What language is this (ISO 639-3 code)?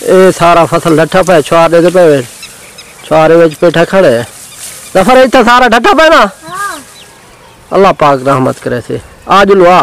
skr